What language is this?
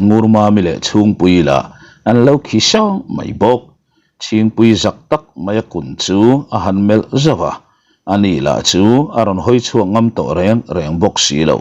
Mizo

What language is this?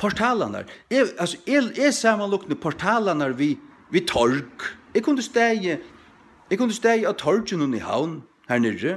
Faroese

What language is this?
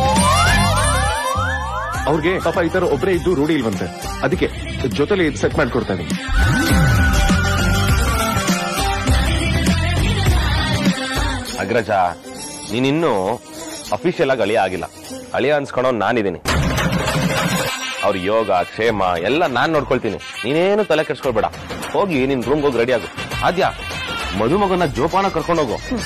Kannada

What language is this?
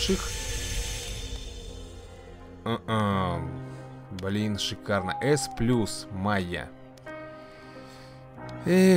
Russian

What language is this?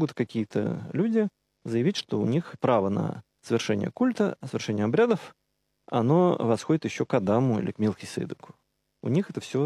Russian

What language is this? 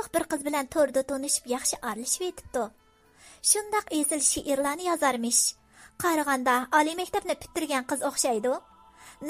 Uyghur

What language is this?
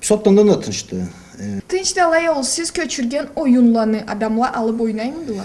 Karachay-Balkar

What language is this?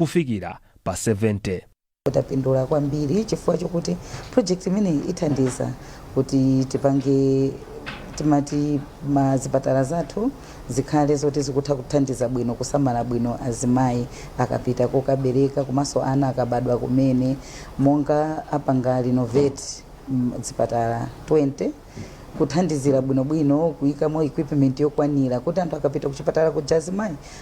Nyanja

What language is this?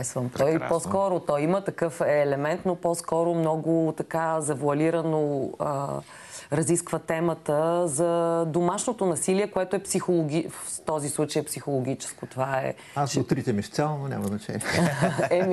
Bulgarian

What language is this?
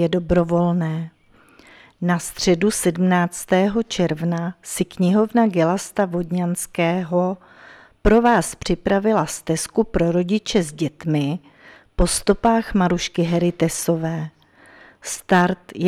Czech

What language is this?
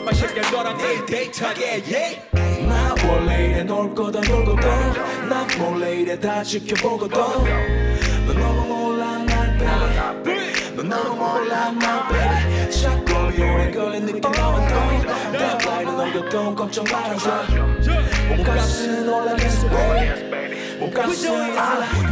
Korean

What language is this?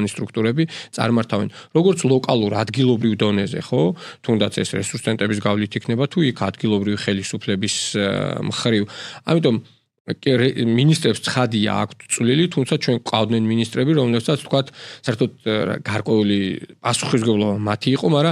Georgian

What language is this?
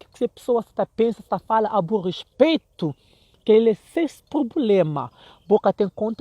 Kabuverdianu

